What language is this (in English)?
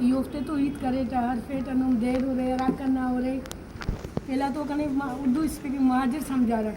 Brahui